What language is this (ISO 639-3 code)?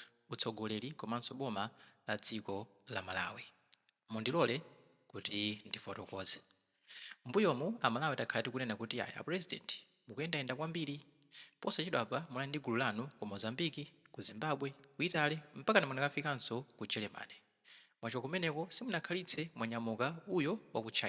nya